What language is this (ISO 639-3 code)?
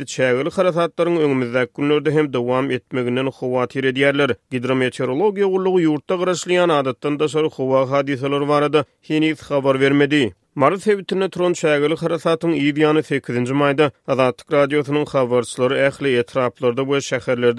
tuk